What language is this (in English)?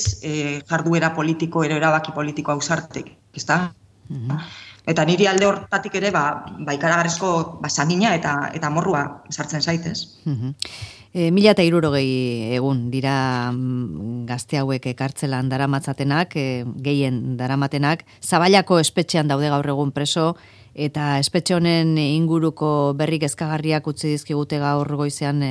Basque